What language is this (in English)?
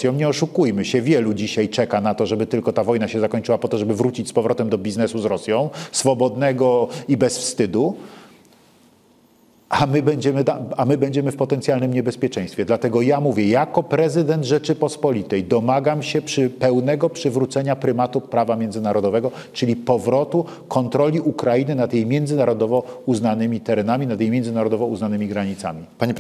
Polish